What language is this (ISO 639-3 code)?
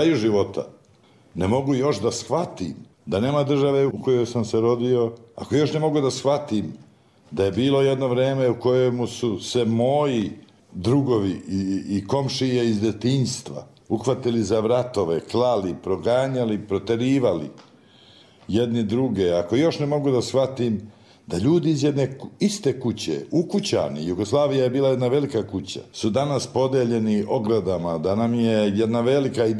hrv